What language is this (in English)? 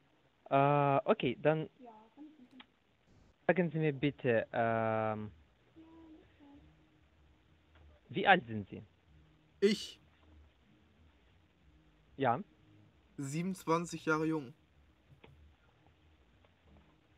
German